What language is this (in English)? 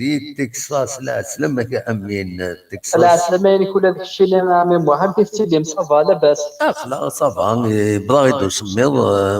Kabyle